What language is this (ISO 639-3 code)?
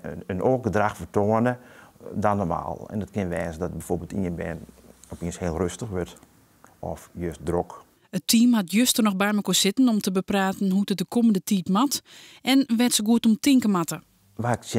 fry